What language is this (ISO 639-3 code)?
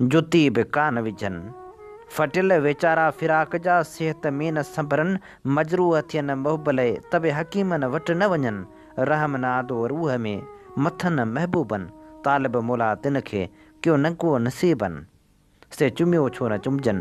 snd